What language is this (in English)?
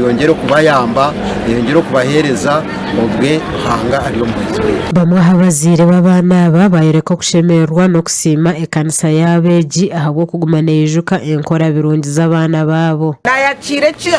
Nyankole